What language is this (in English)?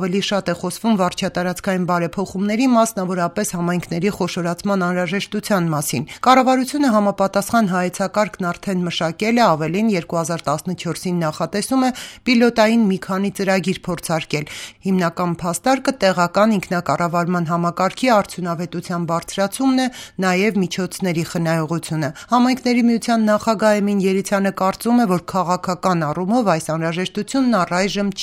Armenian